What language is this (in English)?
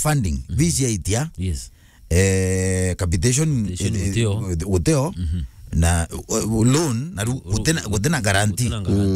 Meru